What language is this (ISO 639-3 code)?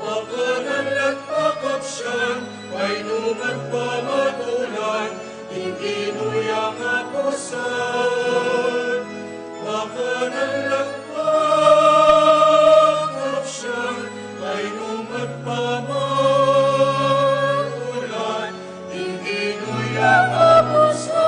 pam